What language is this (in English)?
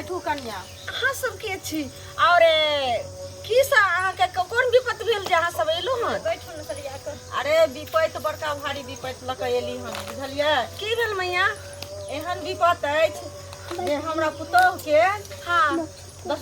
Maithili